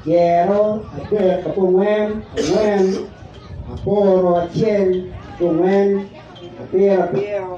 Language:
Acoli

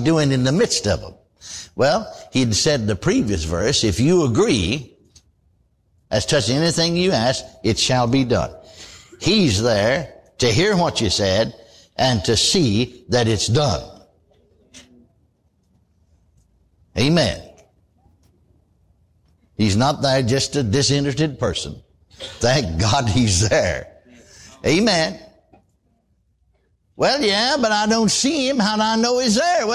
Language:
English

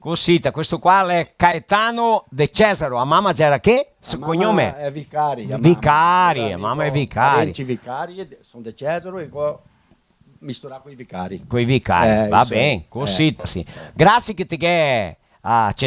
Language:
Venetian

